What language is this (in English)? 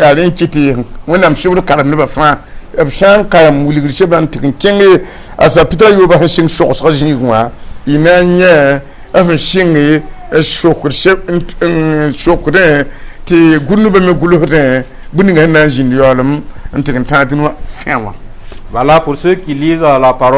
Mossi